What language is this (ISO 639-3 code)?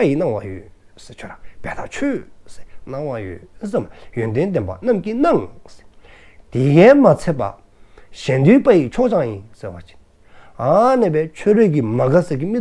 dzo